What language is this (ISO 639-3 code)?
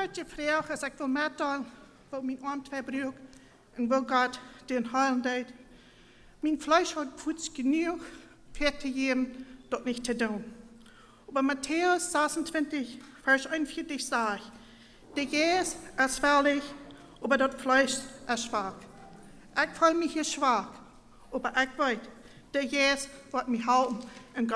pdt